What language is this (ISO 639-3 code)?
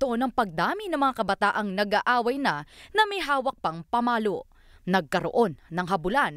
fil